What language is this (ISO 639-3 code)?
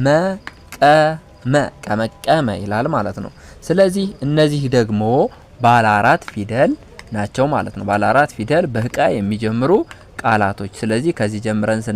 amh